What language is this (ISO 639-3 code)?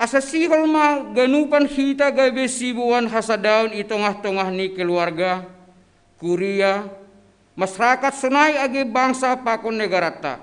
bts